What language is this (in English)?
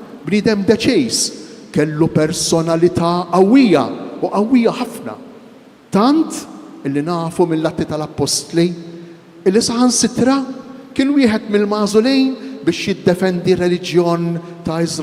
Maltese